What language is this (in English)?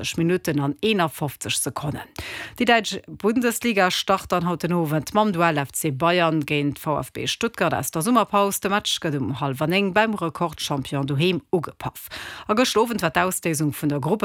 Luxembourgish